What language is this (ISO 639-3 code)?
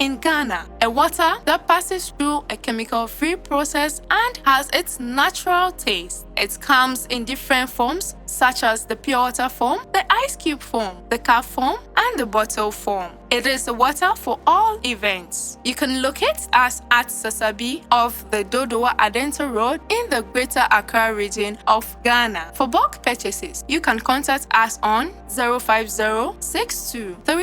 ewe